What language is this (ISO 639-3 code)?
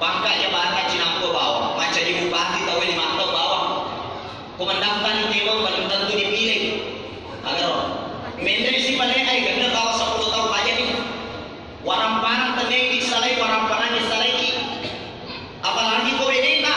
bug